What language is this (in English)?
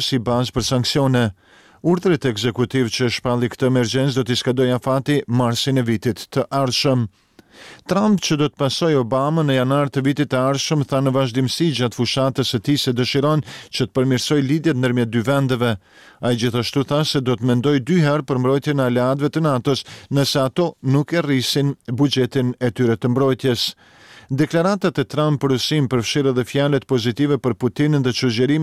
Albanian